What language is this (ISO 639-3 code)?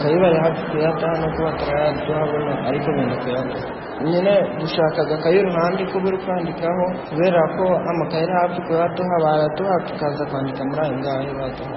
kin